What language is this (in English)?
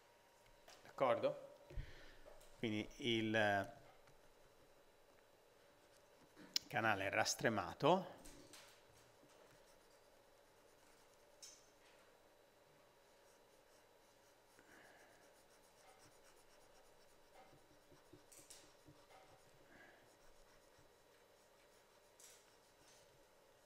Italian